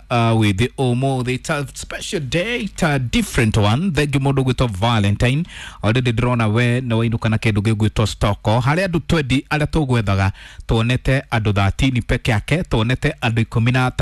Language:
Kikuyu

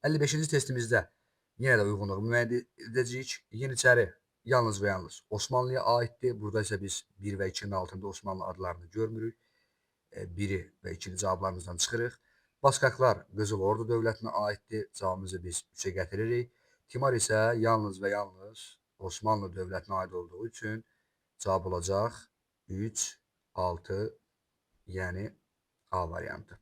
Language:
Azerbaijani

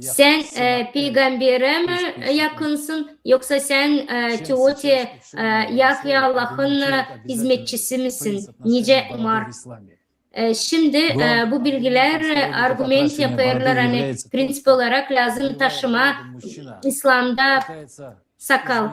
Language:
Gagauz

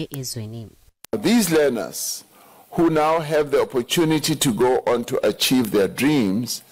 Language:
Zulu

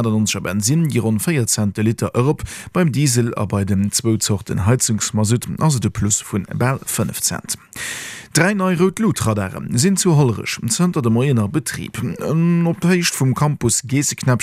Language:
Luxembourgish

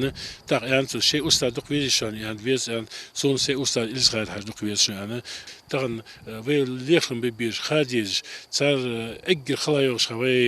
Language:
Ingush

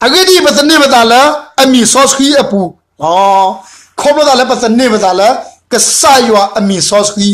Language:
S'gaw Karen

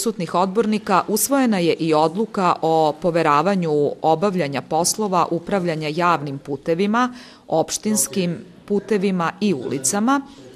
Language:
Serbian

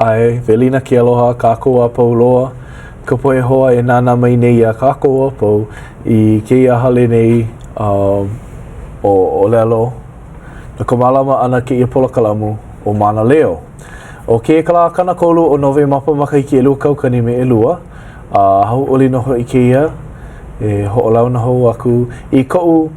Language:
Hawaiian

